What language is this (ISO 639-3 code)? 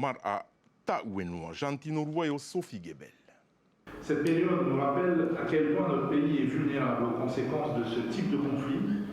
tah